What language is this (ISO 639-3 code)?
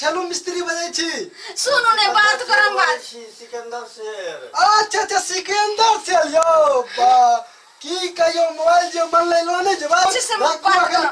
mai